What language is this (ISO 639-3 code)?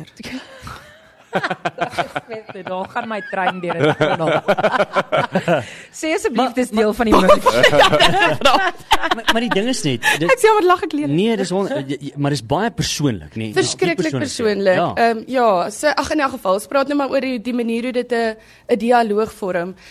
afr